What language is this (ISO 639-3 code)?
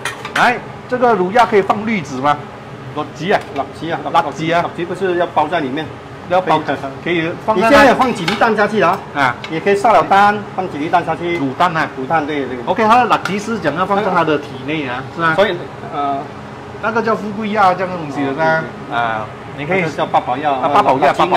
zho